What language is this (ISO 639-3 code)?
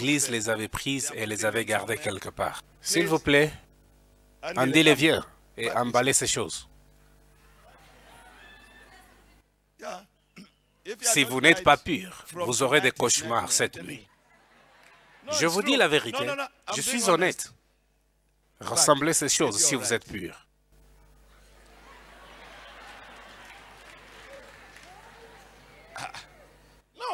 fra